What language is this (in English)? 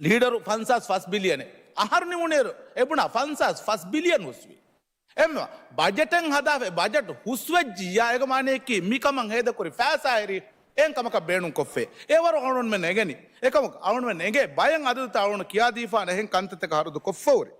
Divehi